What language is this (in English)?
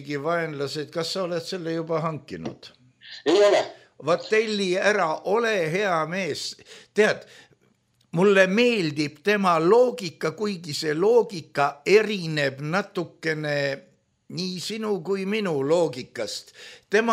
Estonian